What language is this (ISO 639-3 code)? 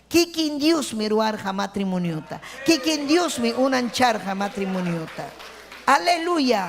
quy